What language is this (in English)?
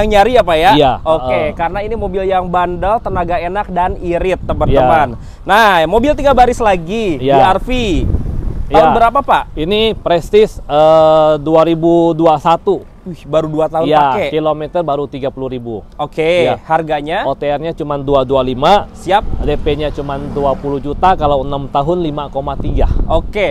Indonesian